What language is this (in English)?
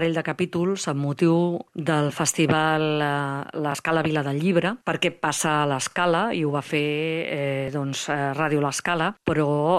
Catalan